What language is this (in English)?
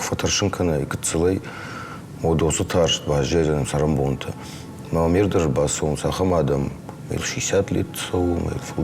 Ossetic